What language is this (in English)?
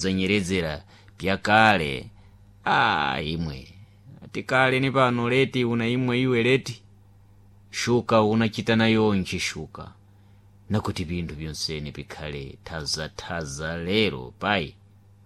Sena